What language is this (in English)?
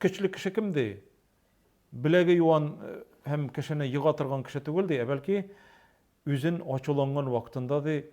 Tatar